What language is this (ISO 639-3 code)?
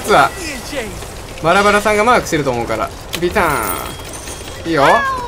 jpn